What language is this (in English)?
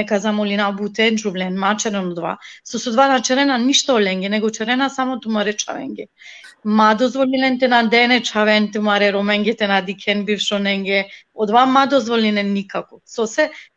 Balkan Romani